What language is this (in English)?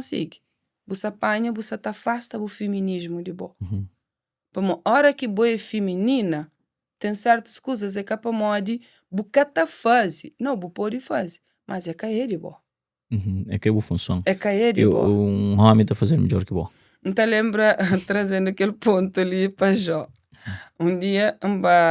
Kabuverdianu